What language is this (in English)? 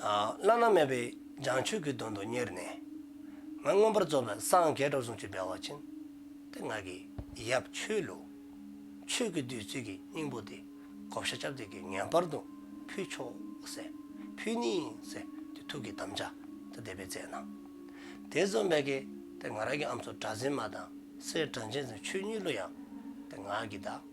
Dzongkha